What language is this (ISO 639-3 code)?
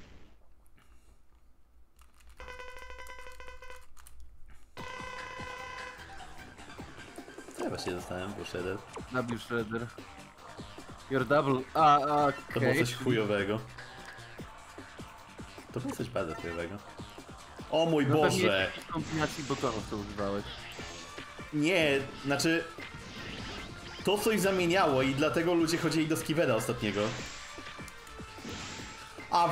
pol